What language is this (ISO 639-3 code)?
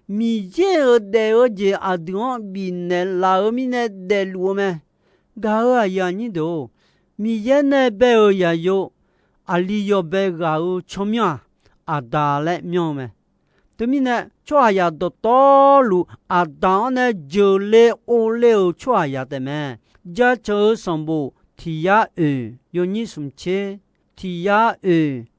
ahk